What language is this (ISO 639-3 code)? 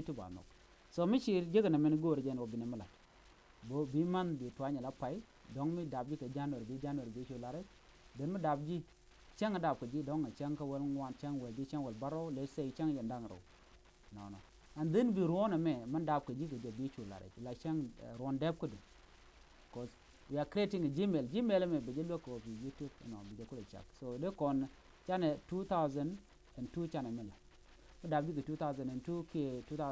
nus